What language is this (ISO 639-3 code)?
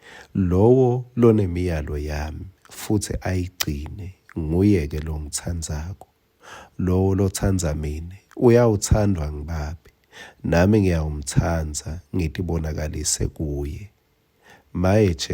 ssw